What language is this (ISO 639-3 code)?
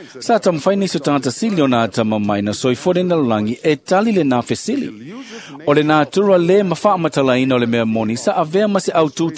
smo